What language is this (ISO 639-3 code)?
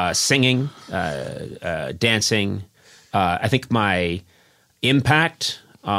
eng